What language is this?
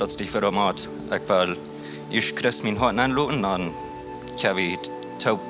Plautdietsch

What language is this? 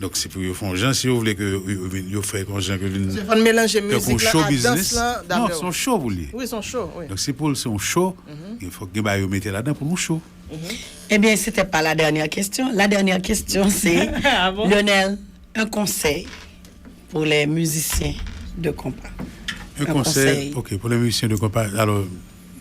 Haitian Creole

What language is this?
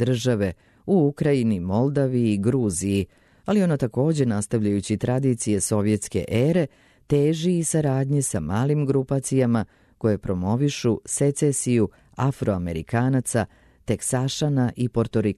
Serbian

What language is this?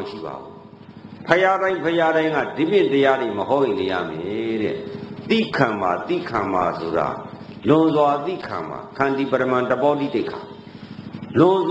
Burmese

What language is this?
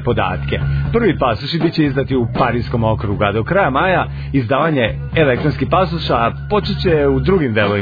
Serbian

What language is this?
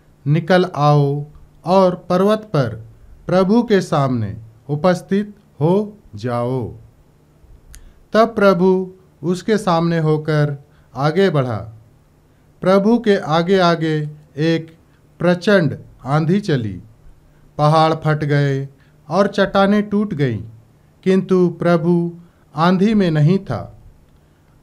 Hindi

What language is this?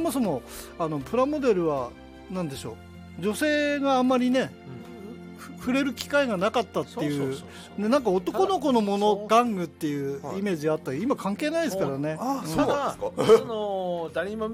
Japanese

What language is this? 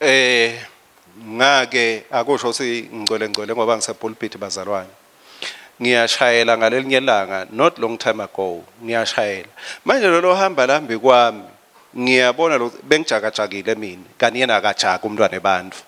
Swati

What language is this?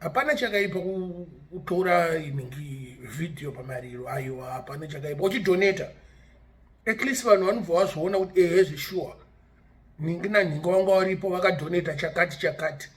Shona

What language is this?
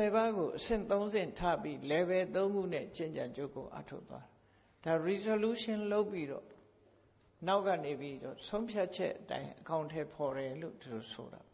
Burmese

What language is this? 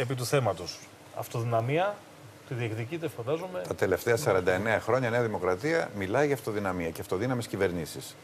Greek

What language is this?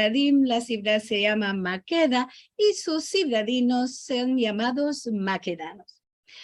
Ladino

